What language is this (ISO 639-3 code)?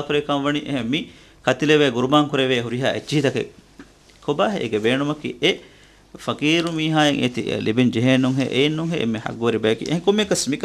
div